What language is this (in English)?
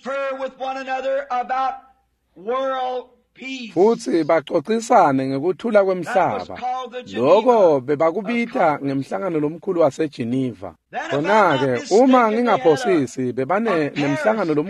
Swati